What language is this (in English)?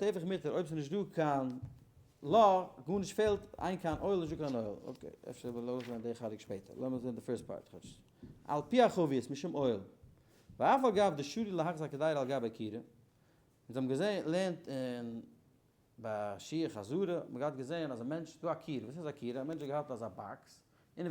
Yiddish